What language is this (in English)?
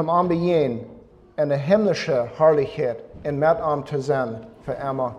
Plautdietsch